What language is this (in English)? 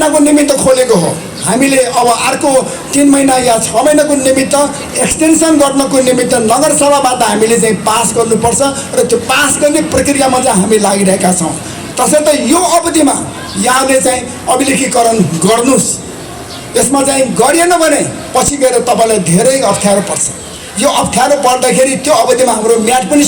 Nepali